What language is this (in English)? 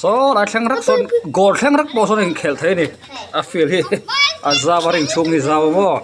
Mizo